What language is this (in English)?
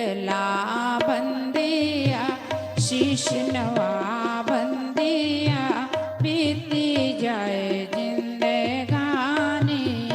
Dogri